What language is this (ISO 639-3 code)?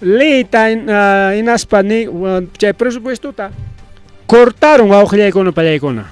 quy